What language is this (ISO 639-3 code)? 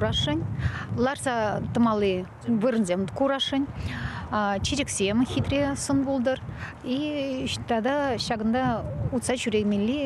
chv